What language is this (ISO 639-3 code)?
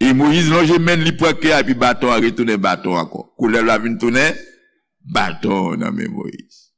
hat